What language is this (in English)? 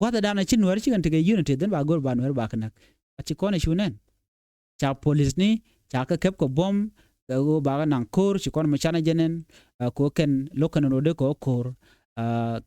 Nuer